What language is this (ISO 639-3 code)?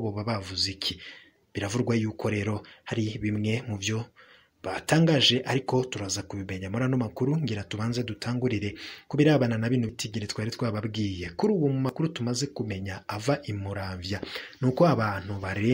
run